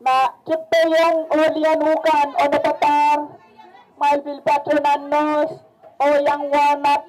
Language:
Pohnpeian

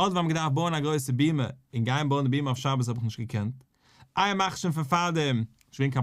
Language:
Yiddish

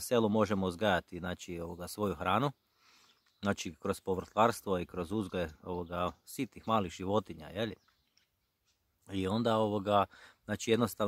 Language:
Croatian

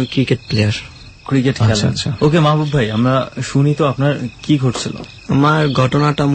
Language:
Bangla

